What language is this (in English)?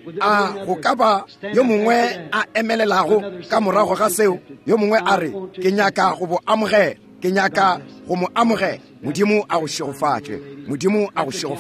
Northern Sotho